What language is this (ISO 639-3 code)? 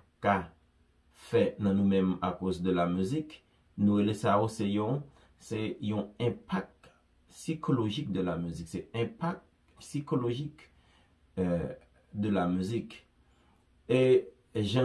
hat